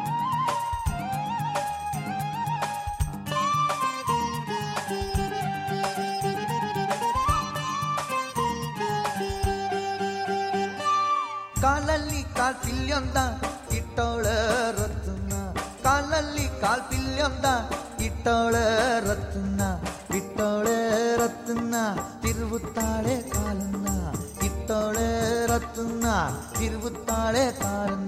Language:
Kannada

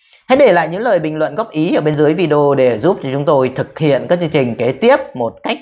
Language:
Vietnamese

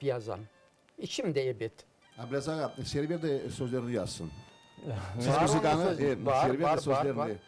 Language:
Crimean Tatar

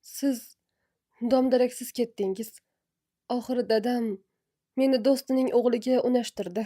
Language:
Uzbek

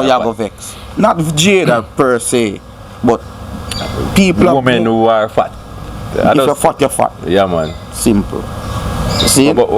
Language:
Jamaican Creole English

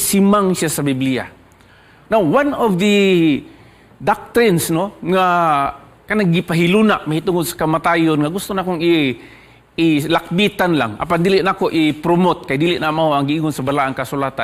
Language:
Cebuano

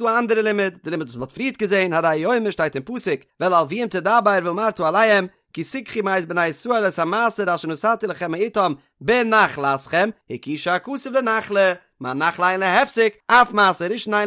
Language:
Yiddish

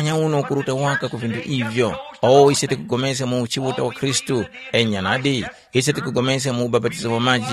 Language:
Tumbuka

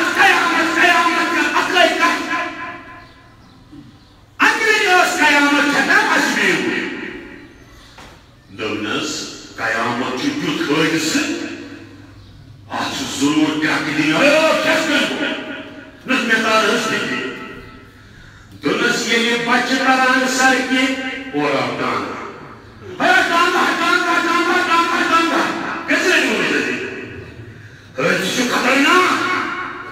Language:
Urdu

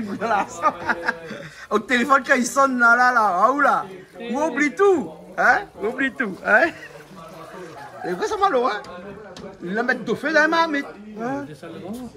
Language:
Réunion Creole French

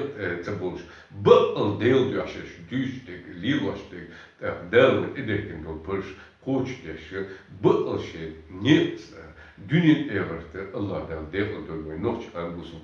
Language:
Chechen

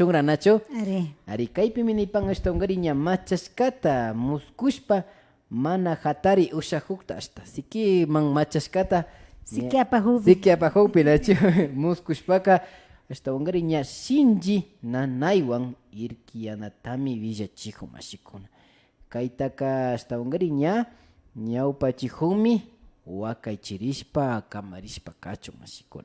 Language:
Imbabura Highland Quichua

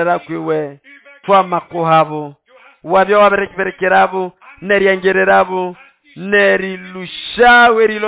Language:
Nande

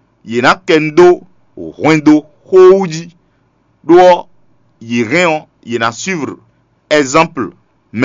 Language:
Fon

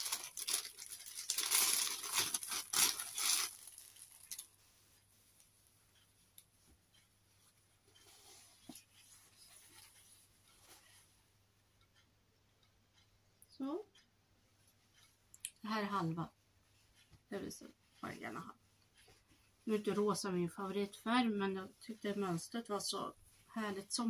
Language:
Swedish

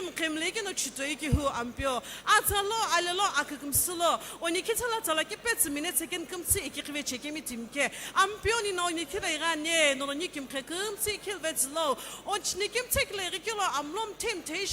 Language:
Sumi Naga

